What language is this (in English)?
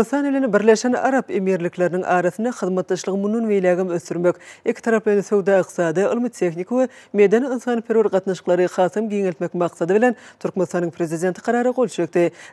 Turkmen